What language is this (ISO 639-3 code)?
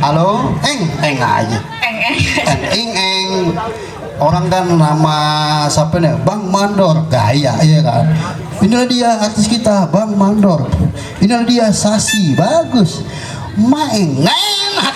bew